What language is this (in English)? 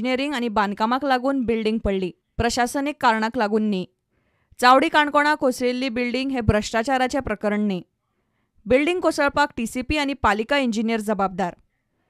Konkani